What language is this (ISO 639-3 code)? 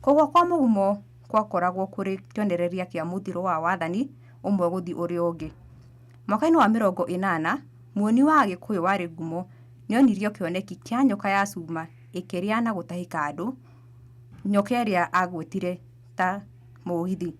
kik